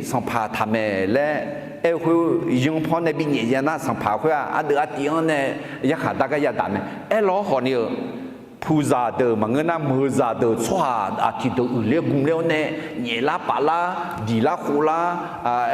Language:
Akha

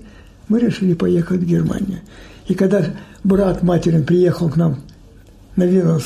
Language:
Russian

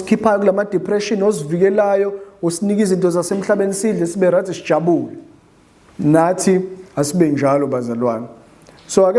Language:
Zulu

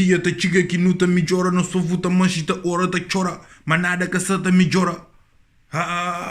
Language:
Kabuverdianu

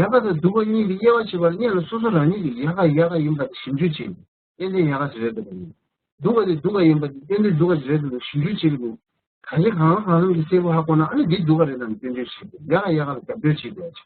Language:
Tibetan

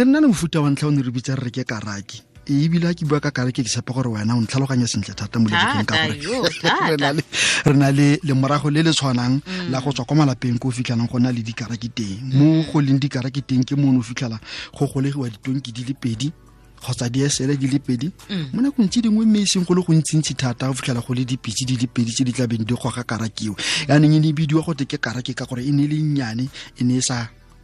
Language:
Tswana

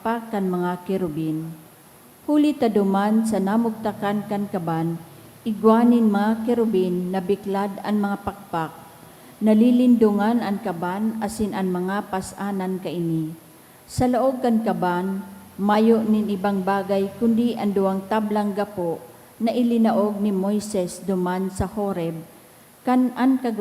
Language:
Bikol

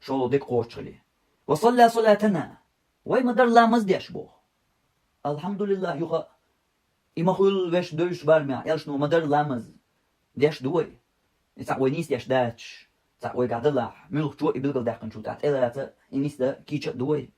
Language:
Chechen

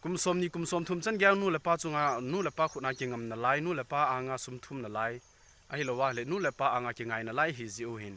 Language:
Thado Chin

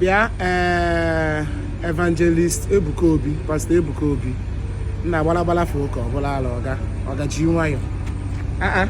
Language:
Igbo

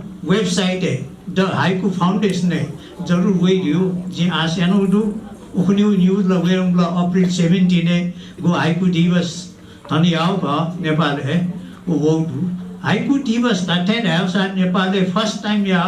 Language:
Newari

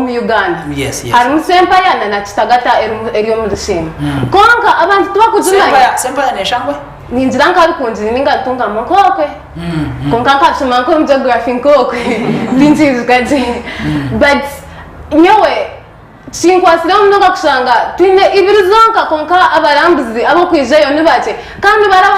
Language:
Nyankole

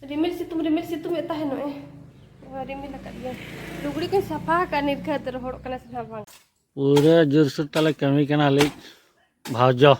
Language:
Santali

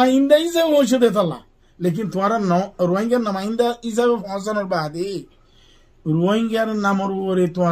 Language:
Rohingya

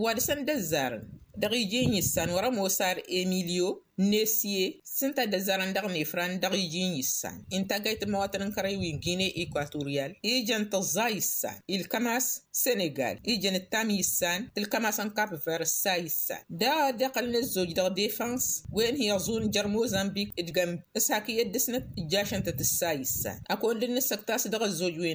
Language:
Tamasheq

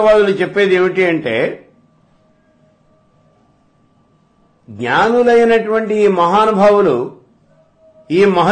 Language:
Telugu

